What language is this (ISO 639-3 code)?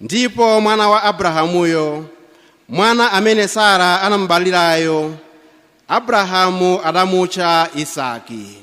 nya